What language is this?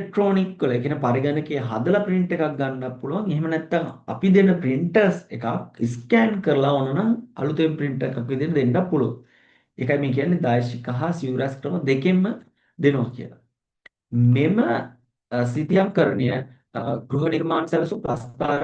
Sinhala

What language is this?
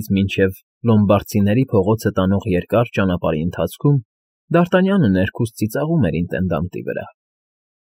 Armenian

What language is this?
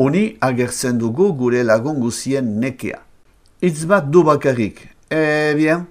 Basque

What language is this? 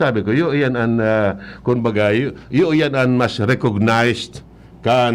Bikol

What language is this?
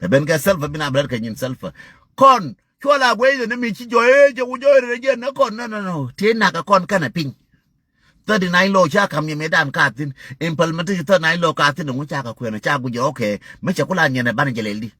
Nuer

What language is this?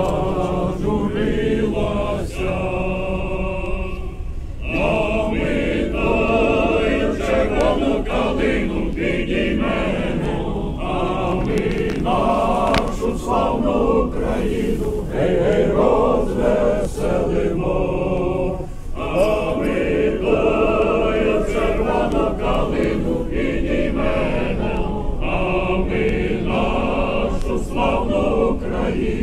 Ukrainian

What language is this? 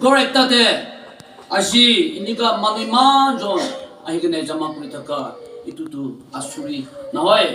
Naga Pidgin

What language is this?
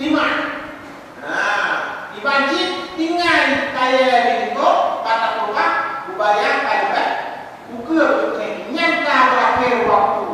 Achinese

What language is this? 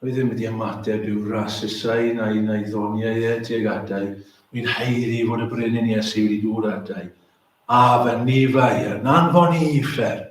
Welsh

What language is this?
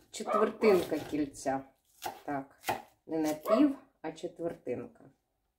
Ukrainian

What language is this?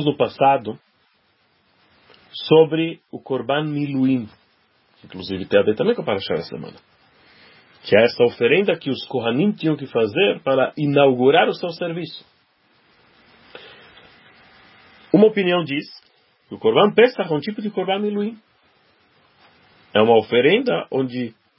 Portuguese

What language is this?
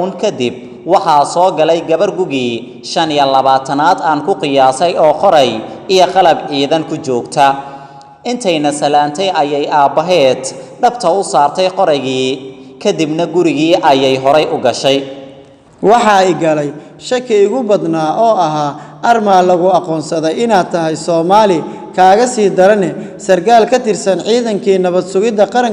Somali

